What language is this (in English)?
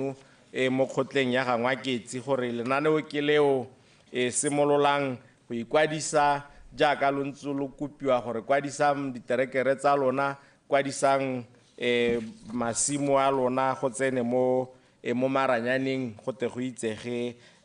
Tswana